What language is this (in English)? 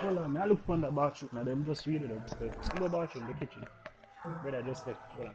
Jamaican Creole English